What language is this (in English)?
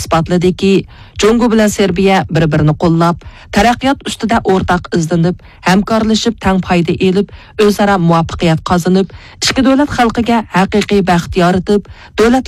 Uyghur